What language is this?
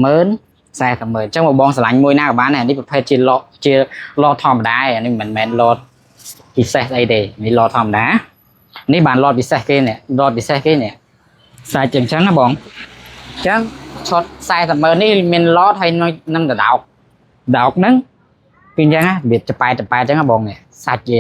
Khmer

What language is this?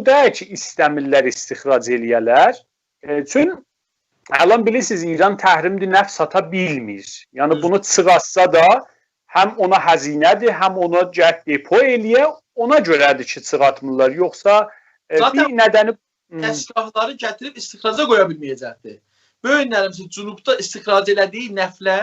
South Azerbaijani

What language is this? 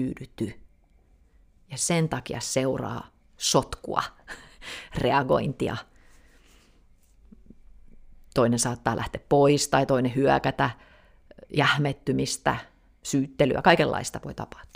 Finnish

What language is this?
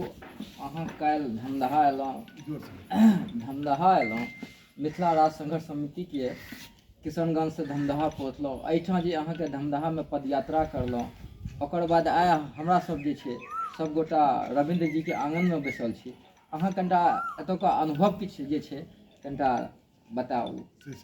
Maithili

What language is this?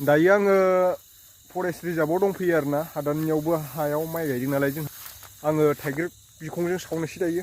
Bodo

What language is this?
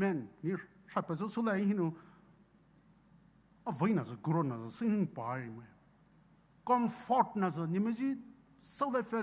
Poumei Naga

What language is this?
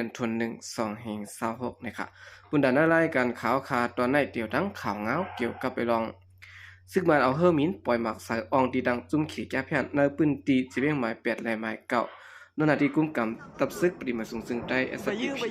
Shan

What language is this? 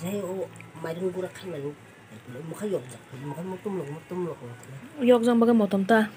Kok Borok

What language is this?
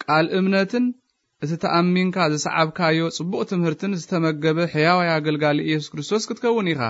Tigrinya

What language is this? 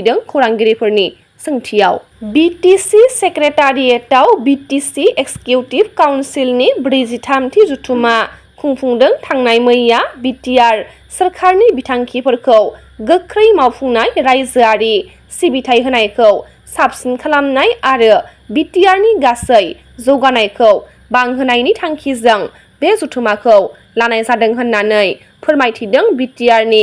Bodo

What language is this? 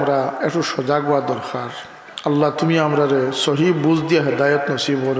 Sylheti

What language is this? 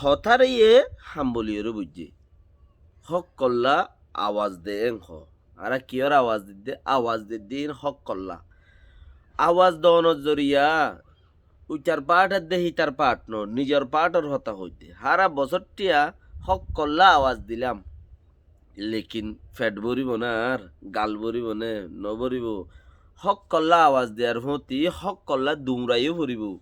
Rohingya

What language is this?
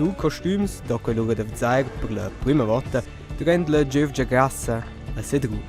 Romansh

